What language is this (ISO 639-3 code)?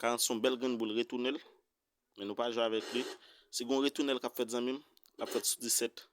hat